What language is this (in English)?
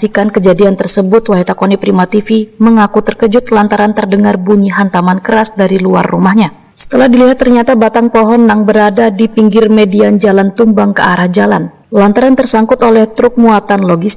Banjar